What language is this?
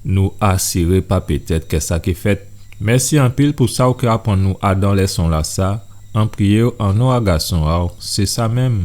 Guadeloupean Creole French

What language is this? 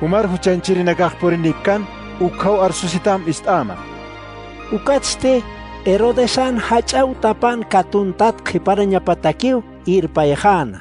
Aymara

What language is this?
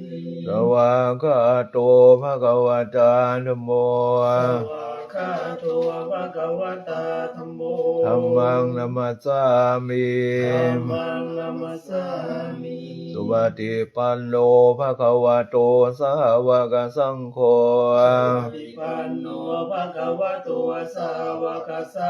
Pali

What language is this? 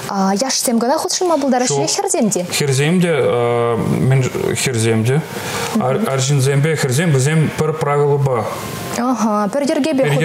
Chuvash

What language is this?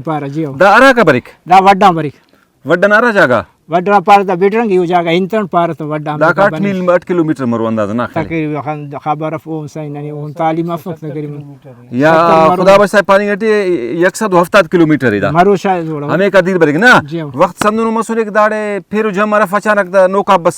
Brahui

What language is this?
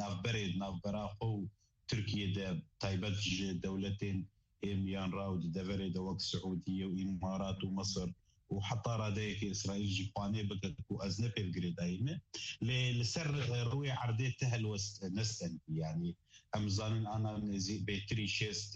Kurdish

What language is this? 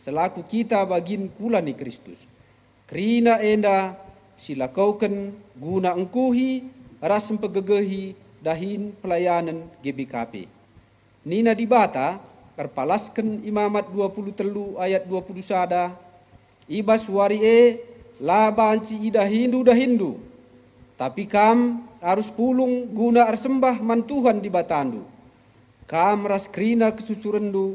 Batak Karo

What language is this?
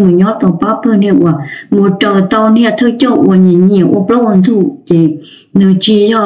Hmong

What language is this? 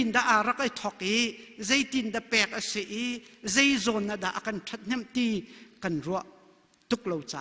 Hakha Chin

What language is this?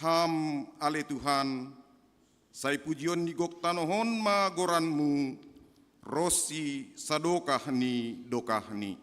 Batak Simalungun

